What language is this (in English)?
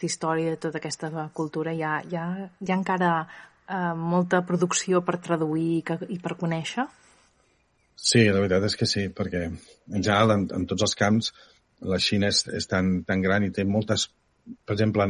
Catalan